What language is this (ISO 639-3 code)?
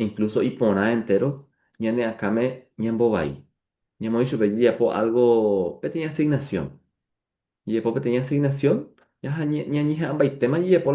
grn